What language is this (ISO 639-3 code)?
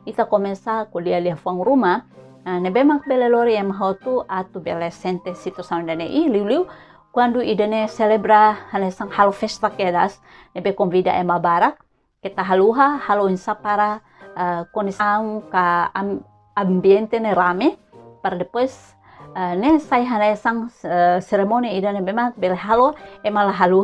tet